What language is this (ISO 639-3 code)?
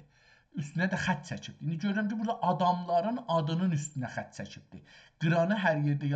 azb